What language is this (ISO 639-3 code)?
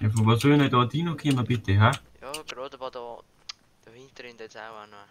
bar